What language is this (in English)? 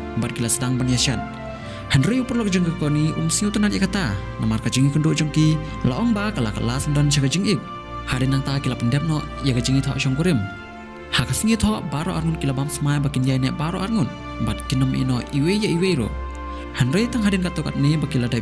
Khasi